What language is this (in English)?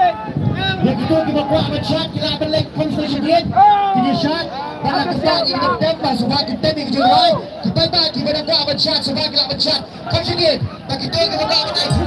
Khasi